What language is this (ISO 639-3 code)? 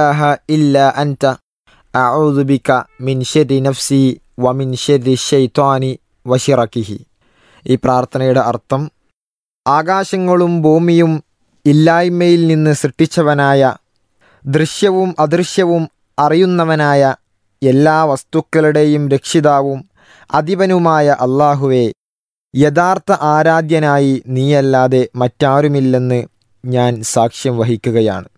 mal